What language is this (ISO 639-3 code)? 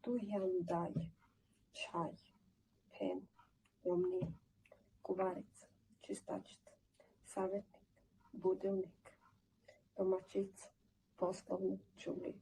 rmn